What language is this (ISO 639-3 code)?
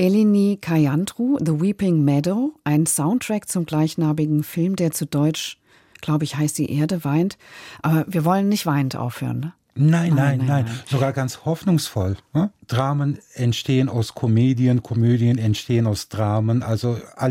deu